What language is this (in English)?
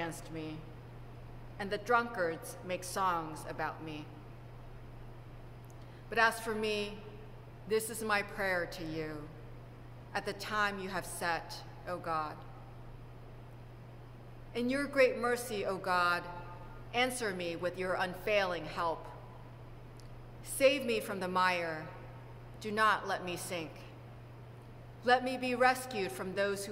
English